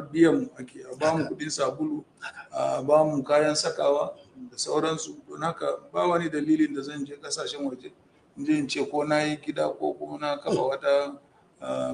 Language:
Hausa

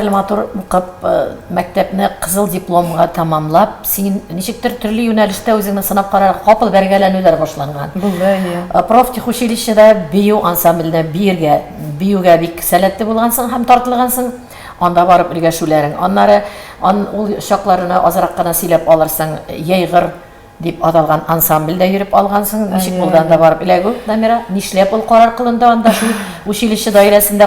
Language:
Tatar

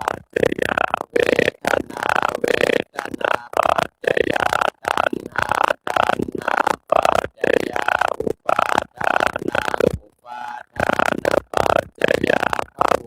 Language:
Pali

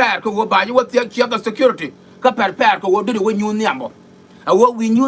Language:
Nuer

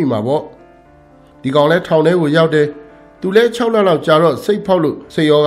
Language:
Burmese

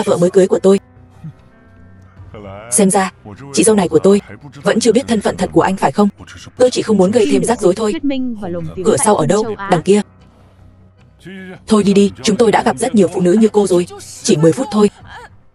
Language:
Vietnamese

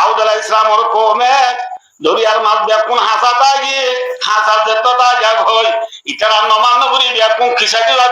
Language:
Rohingya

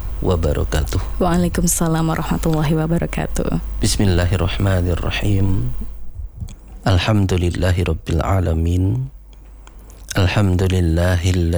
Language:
Indonesian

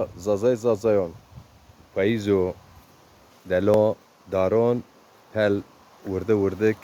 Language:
Zaza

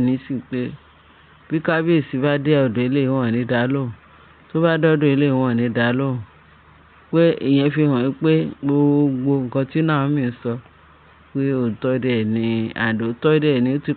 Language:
Yoruba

